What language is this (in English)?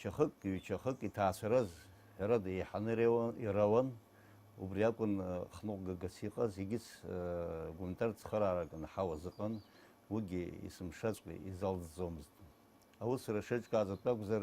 Abkhazian